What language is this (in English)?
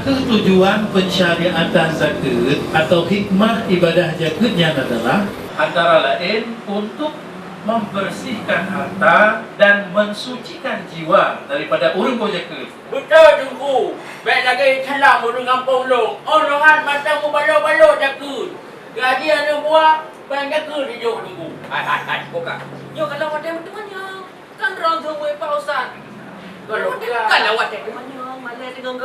Achinese